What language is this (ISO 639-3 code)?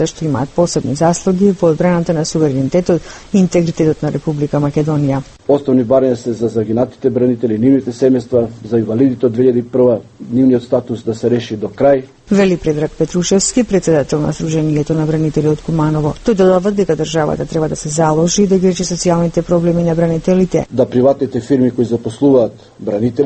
mkd